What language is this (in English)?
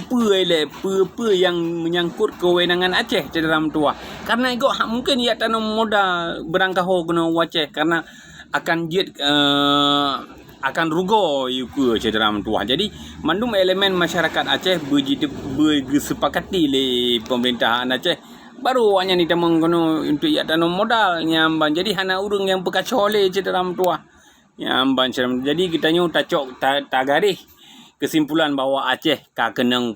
Achinese